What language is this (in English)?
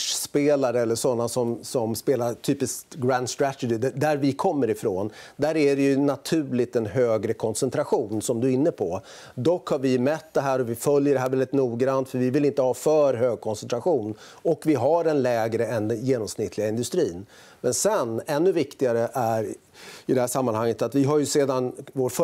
Swedish